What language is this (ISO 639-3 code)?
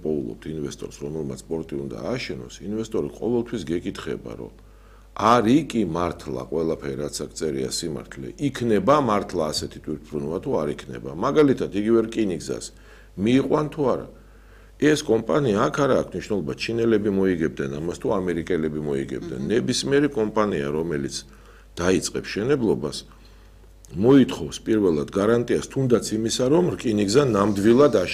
kat